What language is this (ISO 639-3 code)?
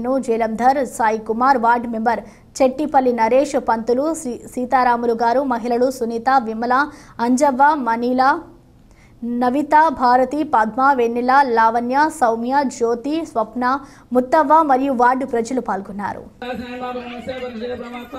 tel